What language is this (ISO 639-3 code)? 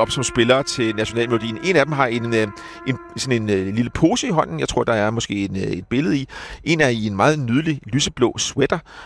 dan